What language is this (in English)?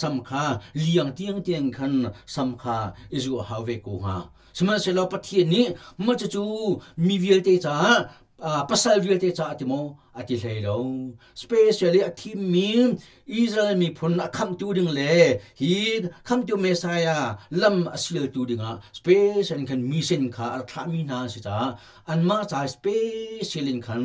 Hakha Chin